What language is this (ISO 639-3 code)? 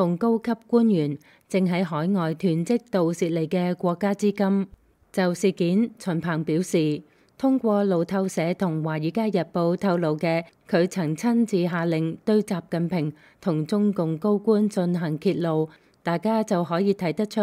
yue